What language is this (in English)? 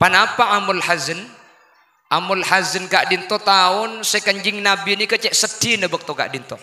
Madurese